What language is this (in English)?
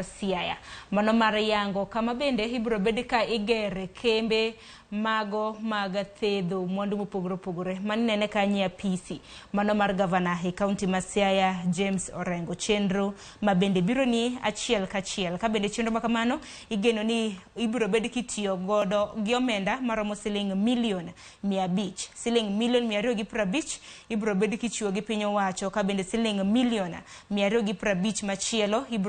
Luo (Kenya and Tanzania)